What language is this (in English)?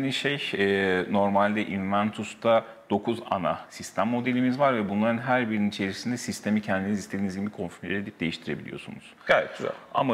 Turkish